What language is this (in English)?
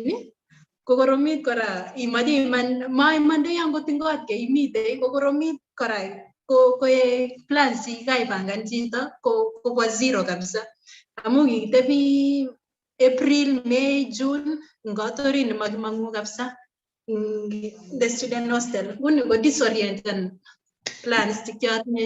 Kalenjin